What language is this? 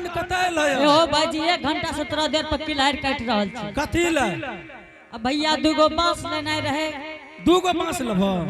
Angika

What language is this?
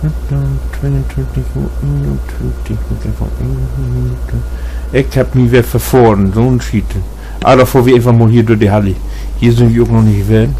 Low German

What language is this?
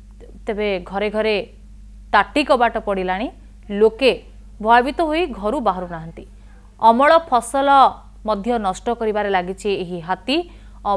Odia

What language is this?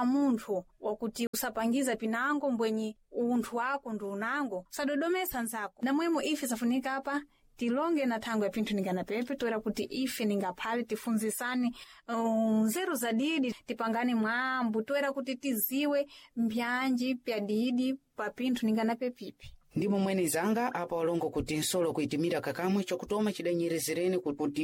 Sena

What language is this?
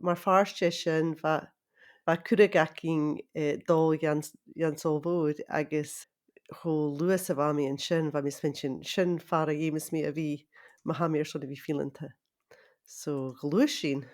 Scottish Gaelic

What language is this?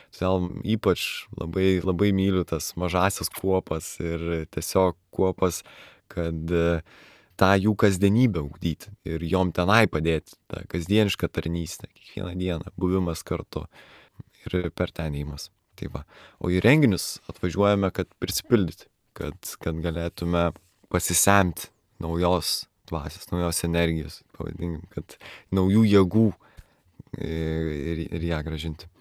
Lithuanian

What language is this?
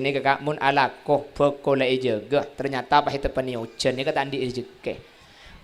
Madurese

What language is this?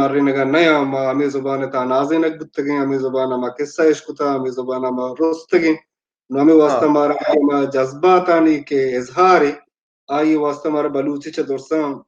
Baluchi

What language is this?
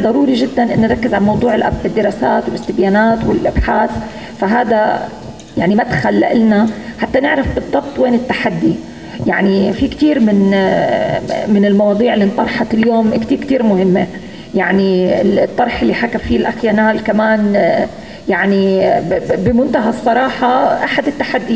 North Levantine Arabic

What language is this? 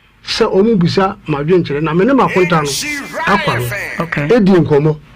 Akan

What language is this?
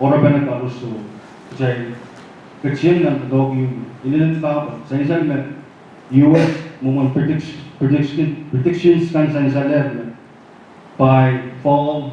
Pohnpeian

